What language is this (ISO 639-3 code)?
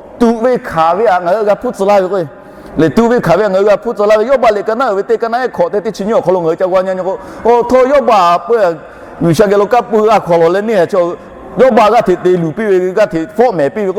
lhu